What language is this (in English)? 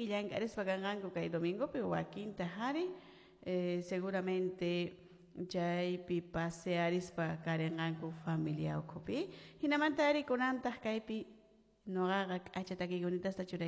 Quechua